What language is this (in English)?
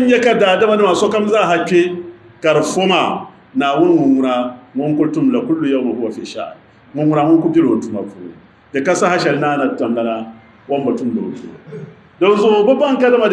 Dagbani